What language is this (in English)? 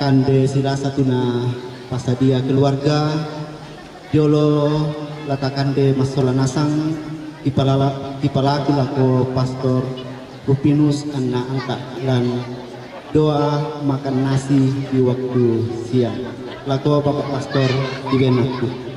Toraja-Sa'dan